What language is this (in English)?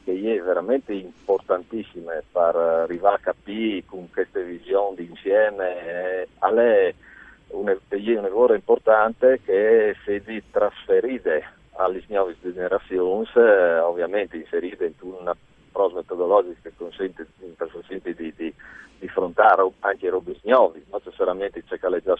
Friulian